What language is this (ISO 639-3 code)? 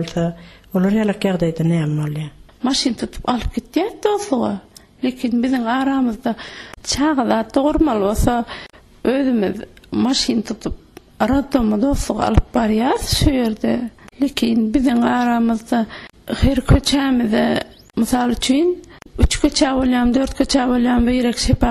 tuk